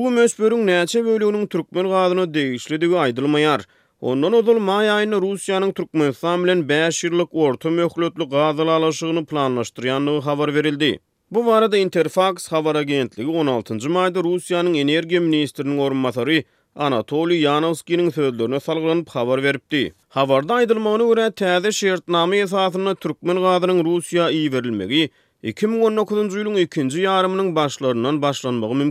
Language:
Turkmen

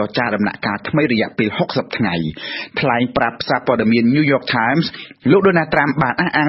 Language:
Khmer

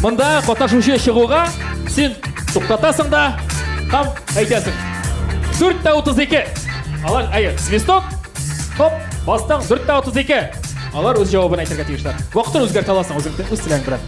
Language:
Tatar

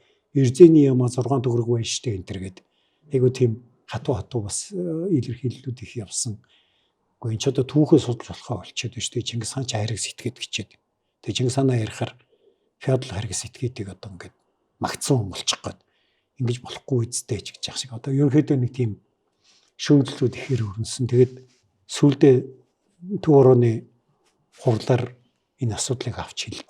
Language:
Mongolian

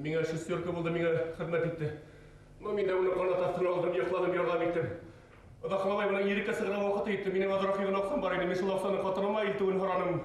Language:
Bashkir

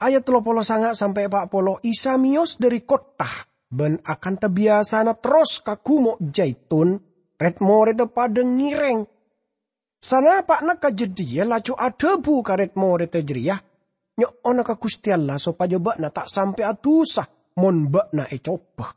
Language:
Madurese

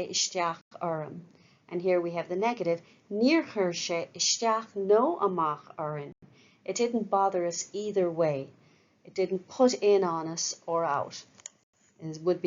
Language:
Irish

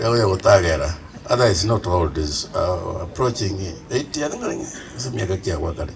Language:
Gusii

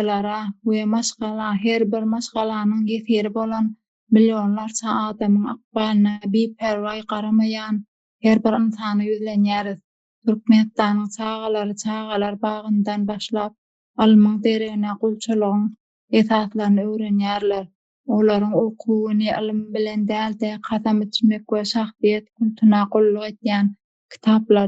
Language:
Turkmen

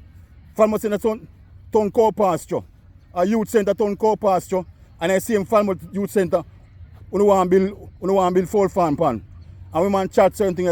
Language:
Jamaican Creole English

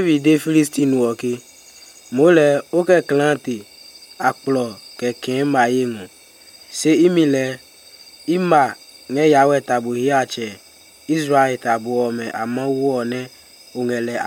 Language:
Adangme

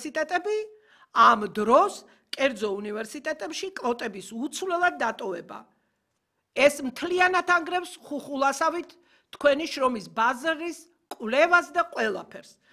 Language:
Georgian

